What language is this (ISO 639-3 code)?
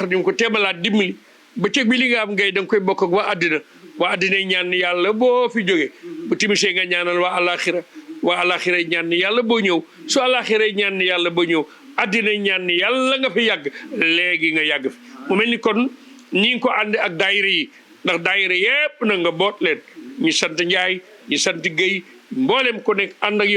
wol